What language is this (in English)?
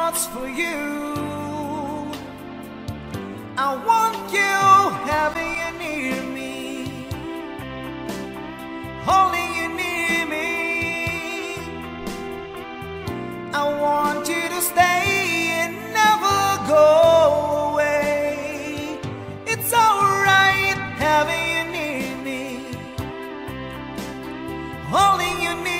English